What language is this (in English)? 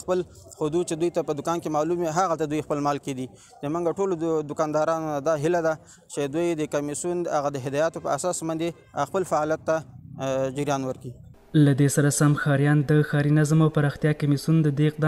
Pashto